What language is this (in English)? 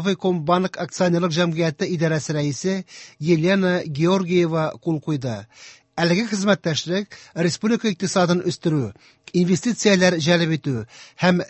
Tatar